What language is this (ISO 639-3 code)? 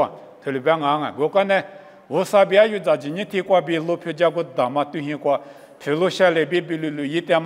lis